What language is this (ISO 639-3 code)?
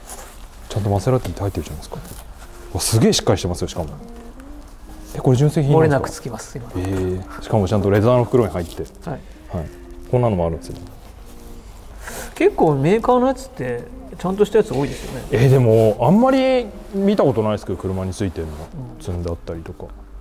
jpn